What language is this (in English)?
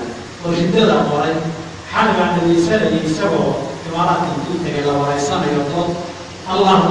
Somali